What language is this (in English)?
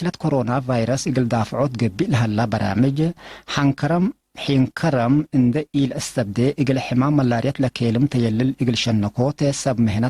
Tigre